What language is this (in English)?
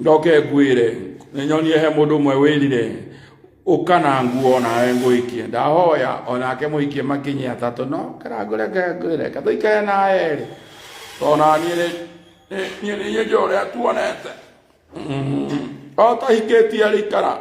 Kikuyu